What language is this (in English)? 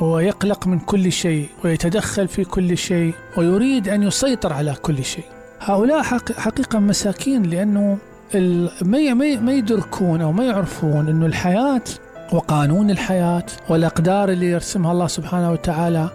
Mesopotamian Arabic